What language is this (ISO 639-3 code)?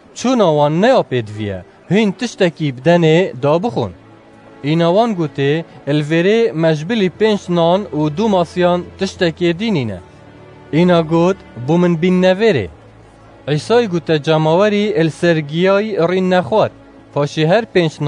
kur